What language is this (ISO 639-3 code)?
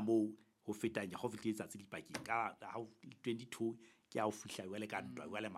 sot